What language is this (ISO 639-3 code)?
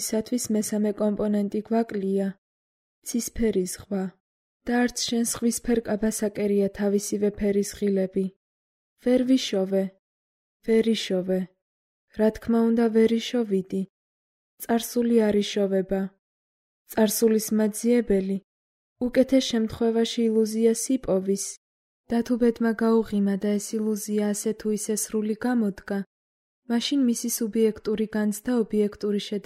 kat